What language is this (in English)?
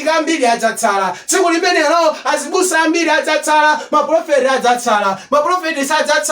Nyanja